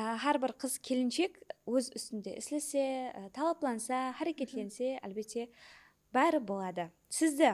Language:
Kara-Kalpak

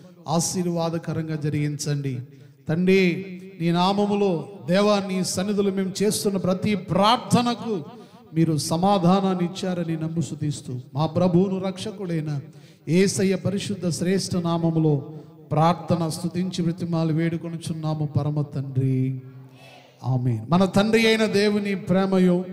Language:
Telugu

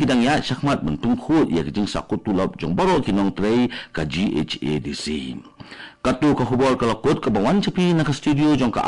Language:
Khasi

